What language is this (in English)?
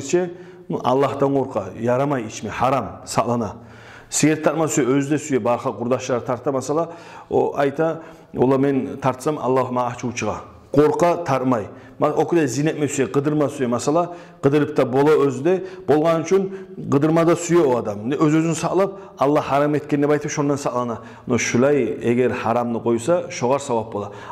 Kumyk